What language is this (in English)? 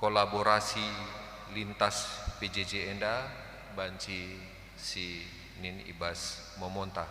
Batak Karo